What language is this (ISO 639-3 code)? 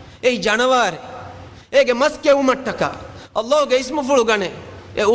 div